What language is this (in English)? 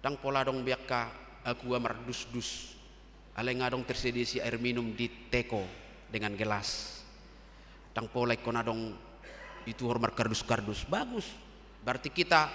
Batak Toba